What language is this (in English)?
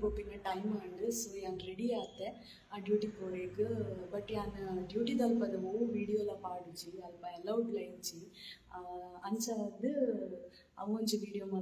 Tulu